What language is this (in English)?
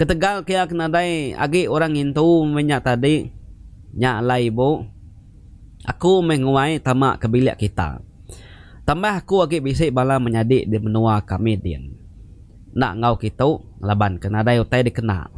Iban